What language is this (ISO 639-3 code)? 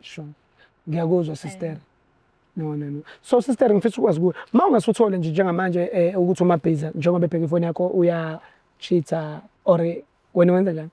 zul